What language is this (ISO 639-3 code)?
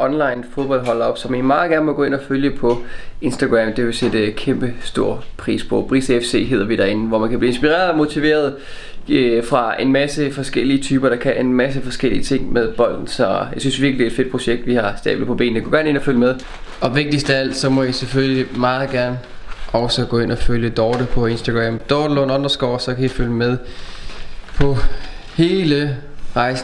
dan